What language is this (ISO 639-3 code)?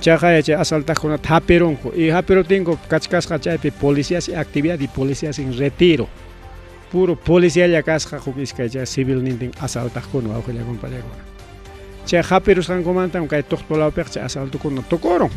quy